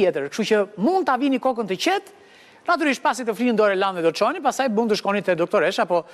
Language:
Albanian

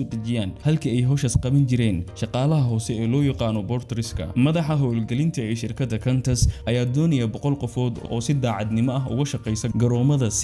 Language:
Somali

